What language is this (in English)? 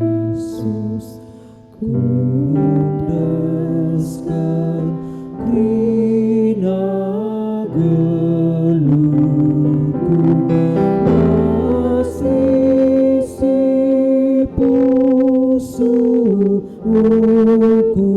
Batak Karo